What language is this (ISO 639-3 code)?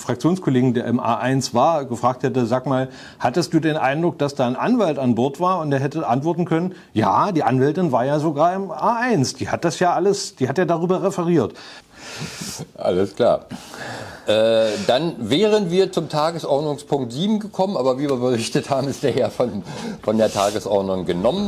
deu